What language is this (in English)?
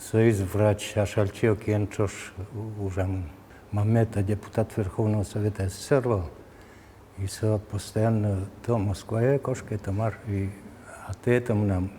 Udmurt